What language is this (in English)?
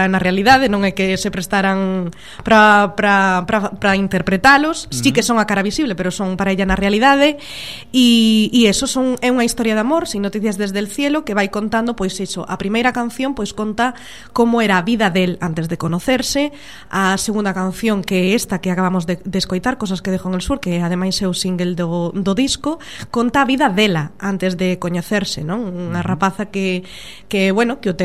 Galician